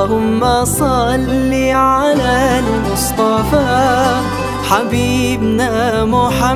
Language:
Arabic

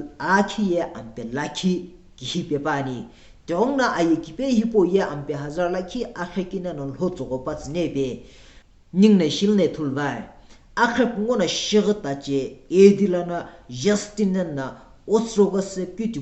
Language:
Sumi Naga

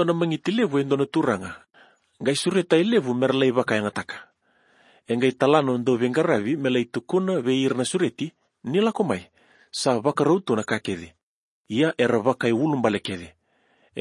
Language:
Fijian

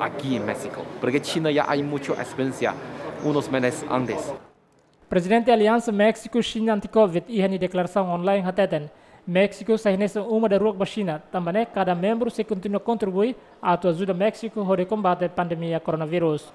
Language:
Tetum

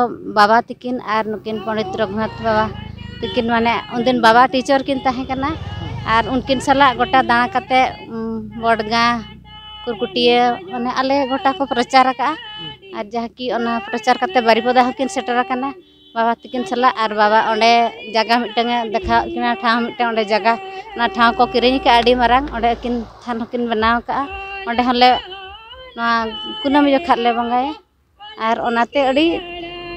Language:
Santali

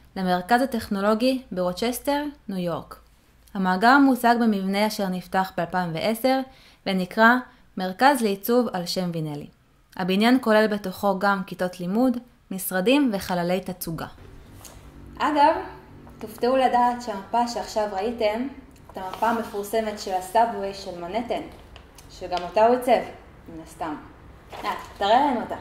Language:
Hebrew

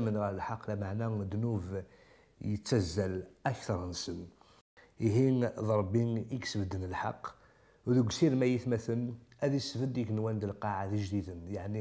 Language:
Kabyle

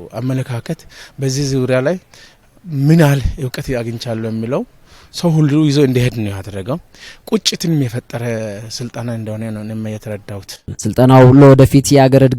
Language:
Amharic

